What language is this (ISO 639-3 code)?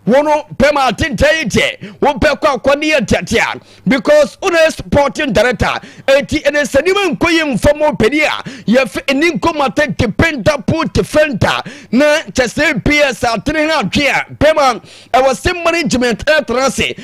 aka